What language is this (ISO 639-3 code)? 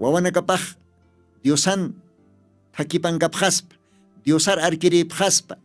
aym